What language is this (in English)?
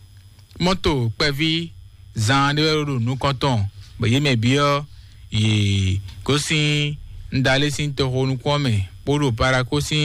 Fon